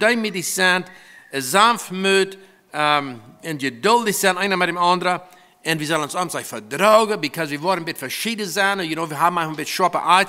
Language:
Plautdietsch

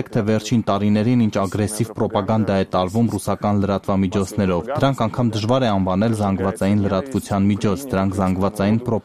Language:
Armenian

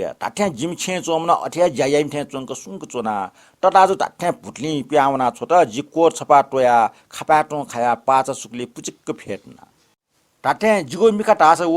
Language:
Newari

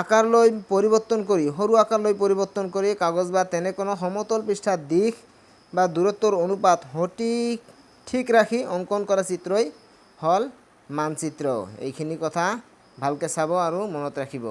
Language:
Assamese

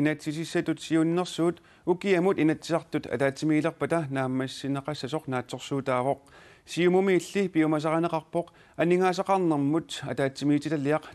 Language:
Kalaallisut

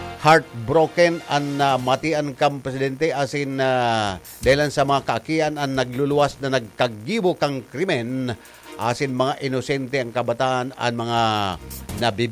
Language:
Bikol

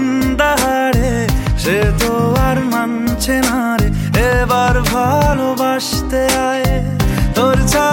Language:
Bangla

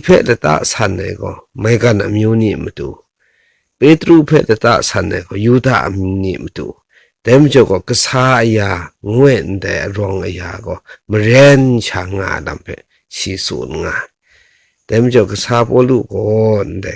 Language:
Kachin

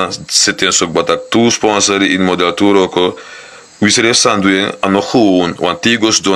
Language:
Sranan Tongo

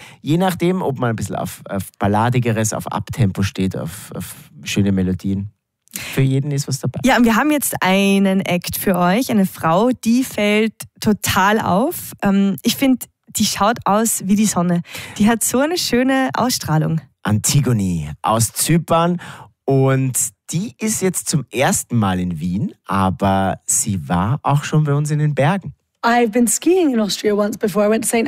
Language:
German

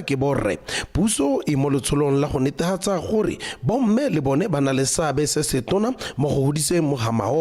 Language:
Tswana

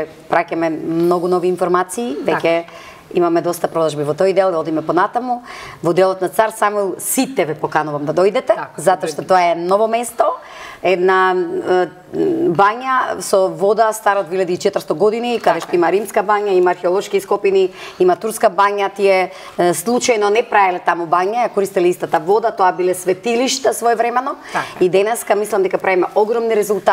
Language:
Macedonian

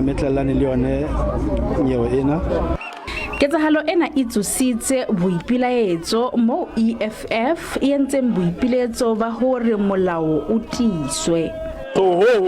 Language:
Southern Sotho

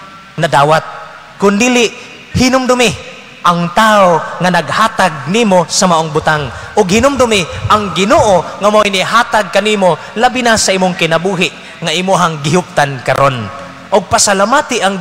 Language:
Cebuano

